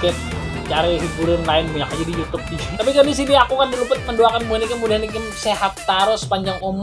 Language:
Banjar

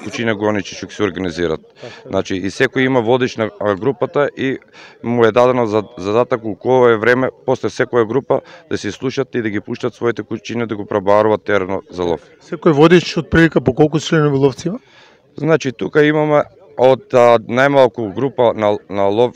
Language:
Macedonian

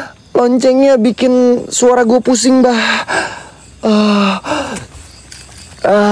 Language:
Indonesian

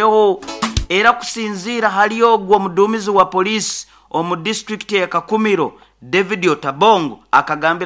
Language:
Nyoro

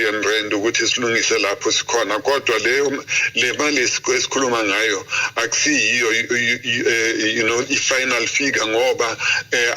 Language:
Zulu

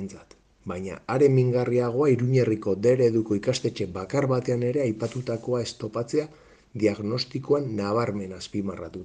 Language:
Basque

